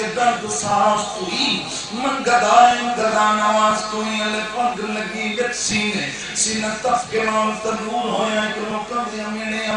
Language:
Saraiki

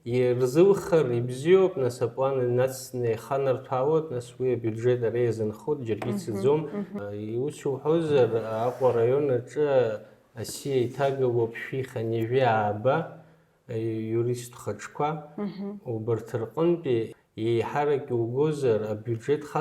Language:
Abkhazian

